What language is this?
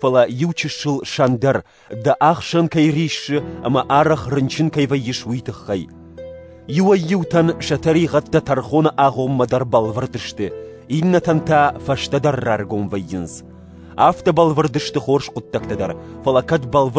Ossetic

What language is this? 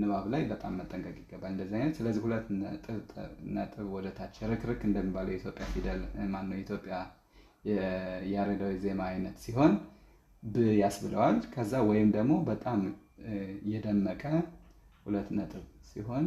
Amharic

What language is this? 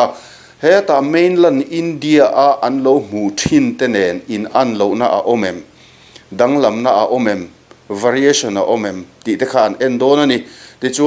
Mizo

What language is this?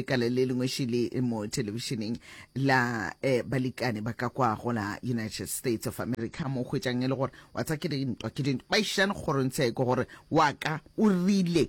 Northern Sotho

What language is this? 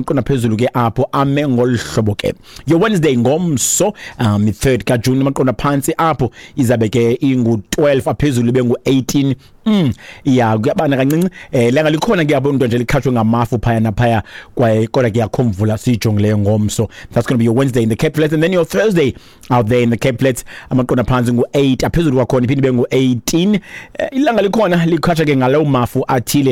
Xhosa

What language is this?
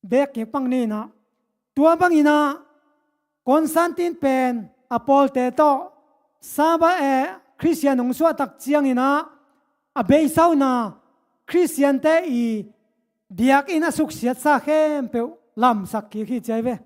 Tedim Chin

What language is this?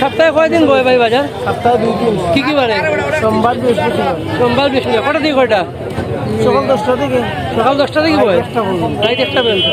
Sylheti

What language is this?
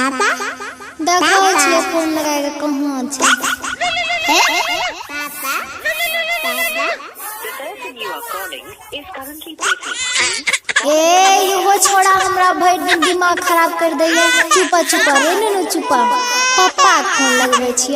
Maithili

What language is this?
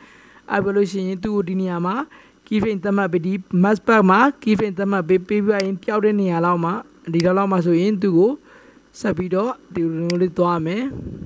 Burmese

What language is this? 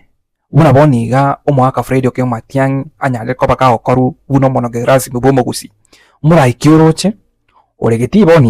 Gusii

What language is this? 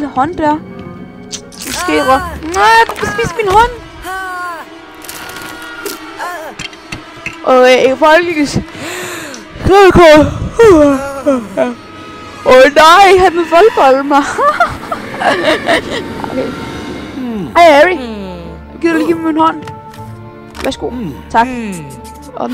Danish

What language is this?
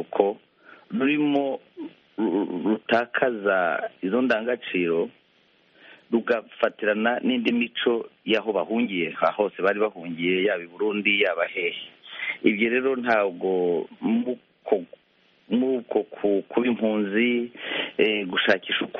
Kinyarwanda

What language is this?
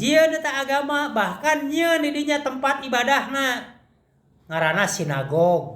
Sundanese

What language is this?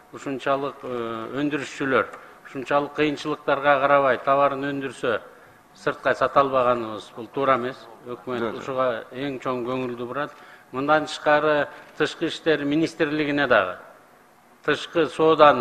Kyrgyz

